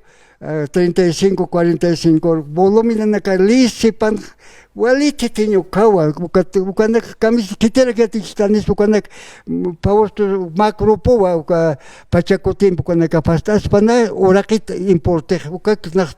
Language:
Aymara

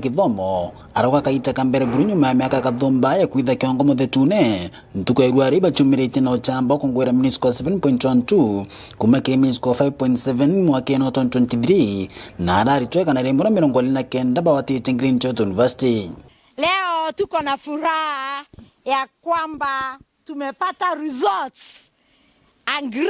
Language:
Meru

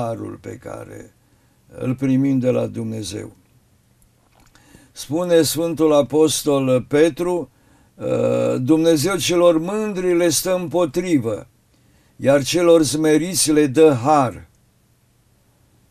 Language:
Romanian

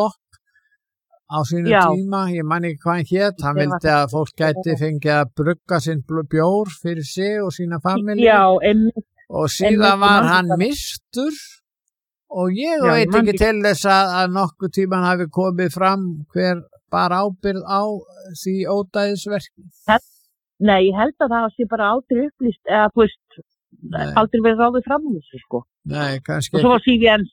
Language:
Icelandic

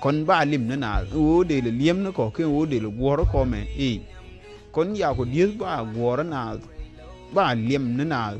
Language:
Nuer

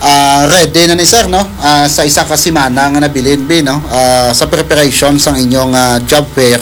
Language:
Hiligaynon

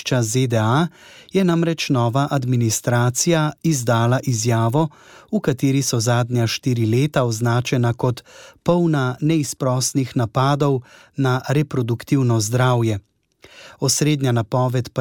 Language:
Slovenian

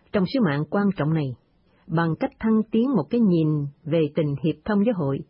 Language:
Vietnamese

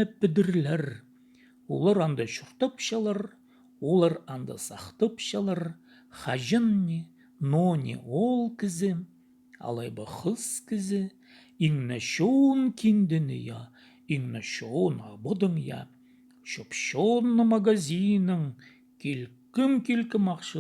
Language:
Khakas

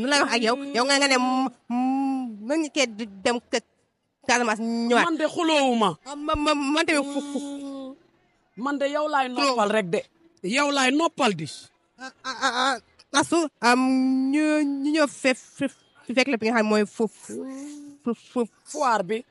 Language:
Wolof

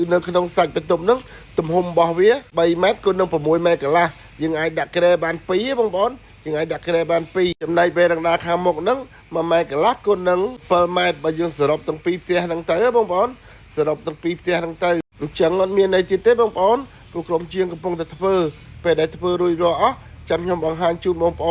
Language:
Khmer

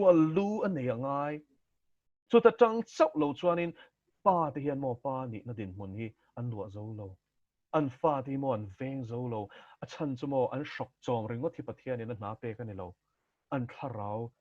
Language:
Mizo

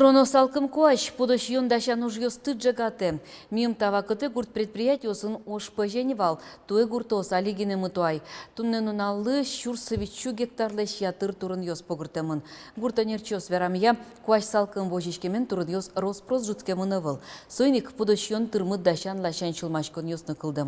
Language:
Udmurt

